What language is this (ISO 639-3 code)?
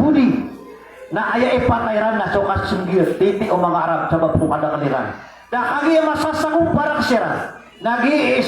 mrw